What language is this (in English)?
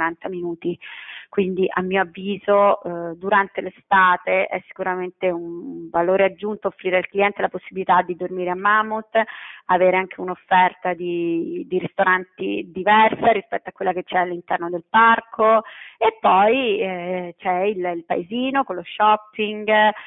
Italian